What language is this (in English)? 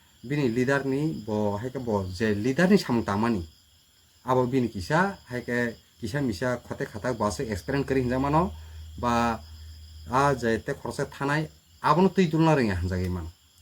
Kok Borok